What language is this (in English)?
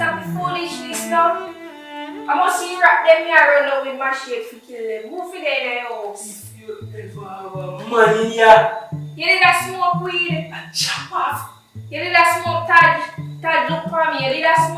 Jamaican Creole English